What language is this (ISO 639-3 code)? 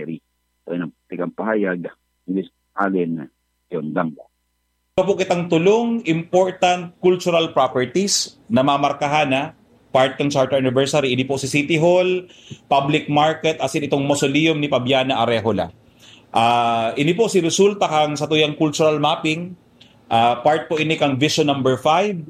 bik